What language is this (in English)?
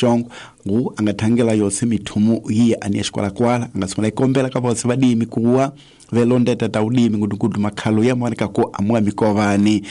Tsonga